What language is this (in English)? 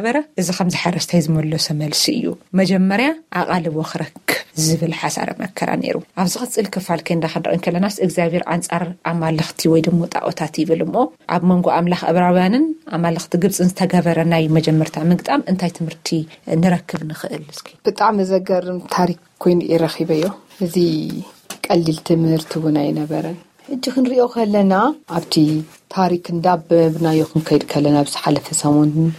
Tigrinya